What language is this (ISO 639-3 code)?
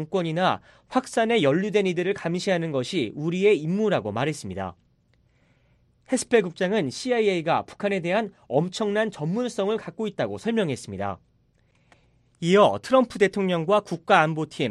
kor